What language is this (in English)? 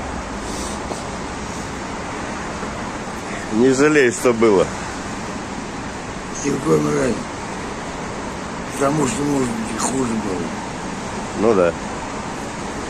Russian